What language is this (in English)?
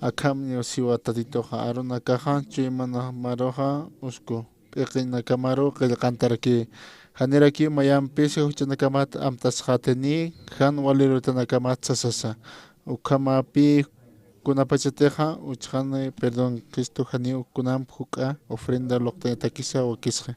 Aymara